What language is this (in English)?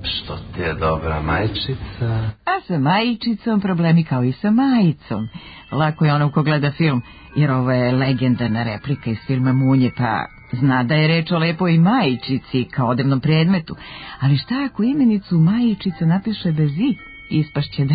Serbian